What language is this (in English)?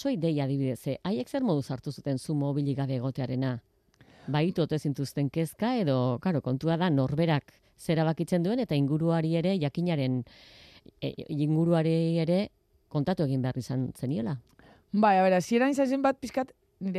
Basque